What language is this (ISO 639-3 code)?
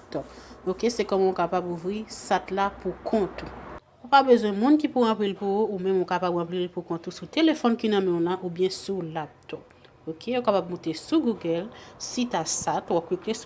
hat